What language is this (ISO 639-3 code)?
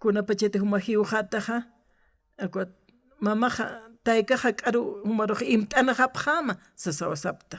aym